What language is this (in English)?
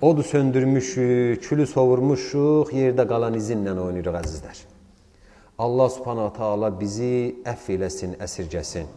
Azerbaijani